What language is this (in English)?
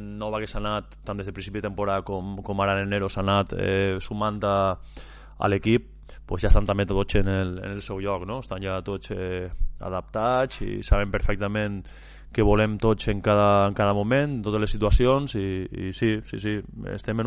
Catalan